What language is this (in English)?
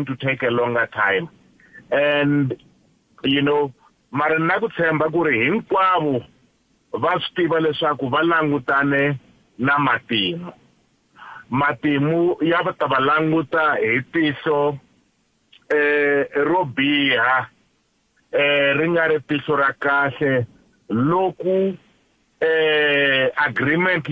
Tsonga